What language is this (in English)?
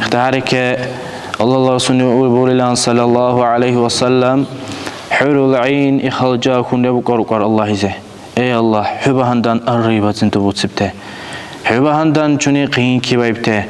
Dargwa